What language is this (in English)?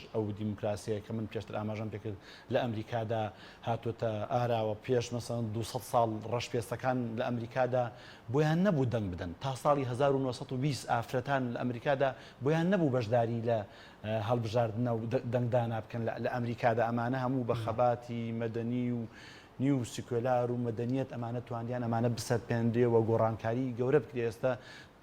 Central Kurdish